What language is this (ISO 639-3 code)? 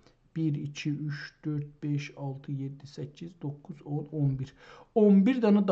azb